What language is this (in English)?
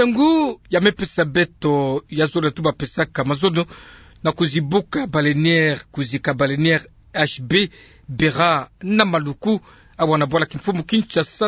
Kituba (Democratic Republic of Congo)